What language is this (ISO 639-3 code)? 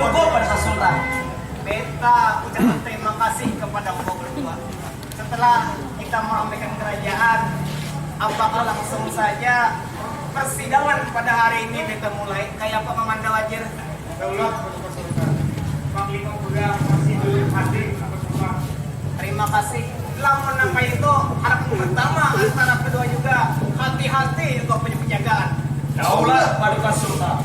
bjn